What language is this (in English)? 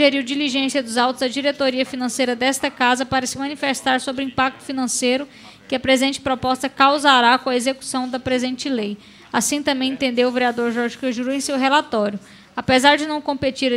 Portuguese